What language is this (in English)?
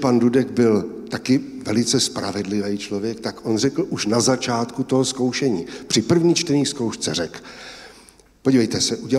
Czech